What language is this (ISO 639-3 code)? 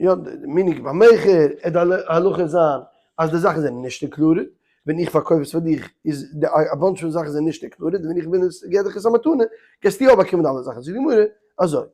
yid